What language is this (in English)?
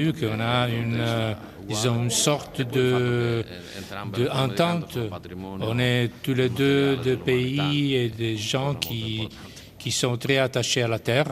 French